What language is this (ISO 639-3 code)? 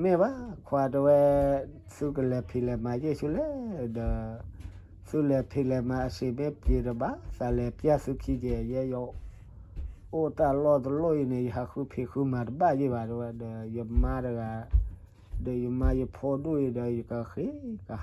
ksw